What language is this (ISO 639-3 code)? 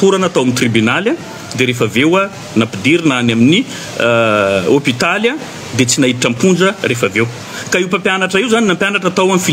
mlg